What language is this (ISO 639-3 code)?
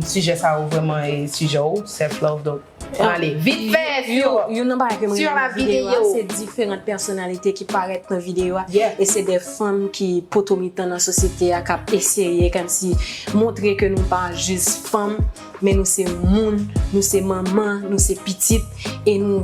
hat